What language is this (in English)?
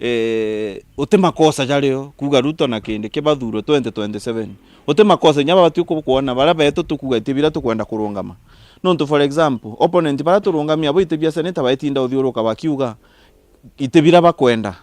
Meru